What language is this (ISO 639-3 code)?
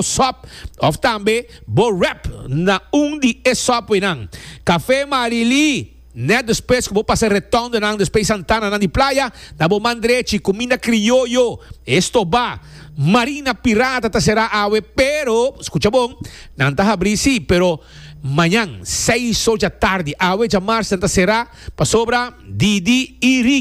pap